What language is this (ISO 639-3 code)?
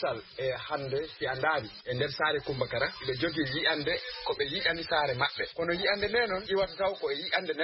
ful